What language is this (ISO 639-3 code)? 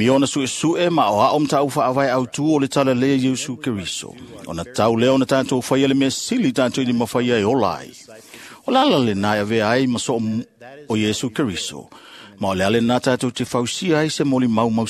smo